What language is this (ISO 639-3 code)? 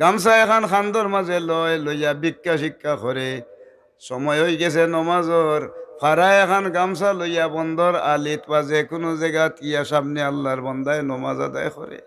syl